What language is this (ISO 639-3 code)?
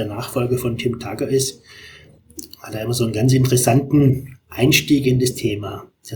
deu